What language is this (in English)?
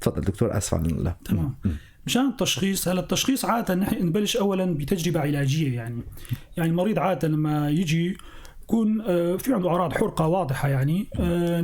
North Levantine Arabic